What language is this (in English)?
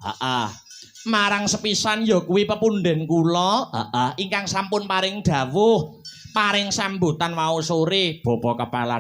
Javanese